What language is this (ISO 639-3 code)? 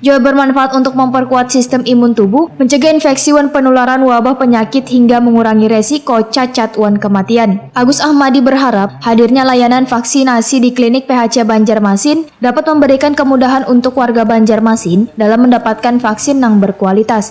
bjn